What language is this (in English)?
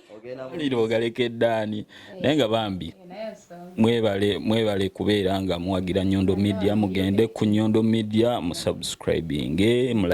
Ganda